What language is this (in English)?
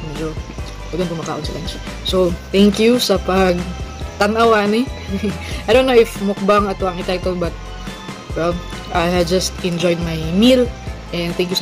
Cebuano